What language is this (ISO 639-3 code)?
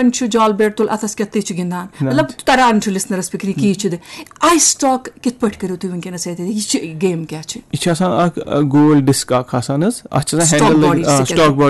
kas